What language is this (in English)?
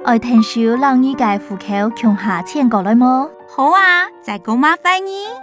Hakka Chinese